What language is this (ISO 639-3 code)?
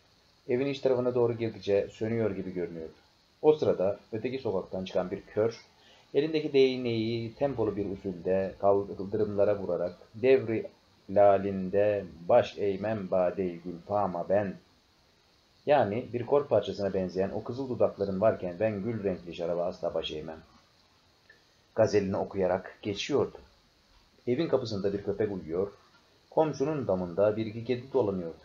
tur